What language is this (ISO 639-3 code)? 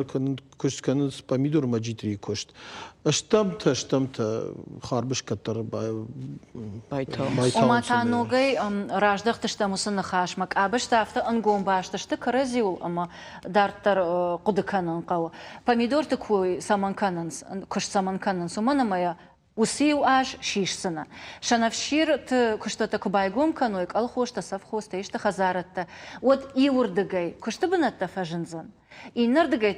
oss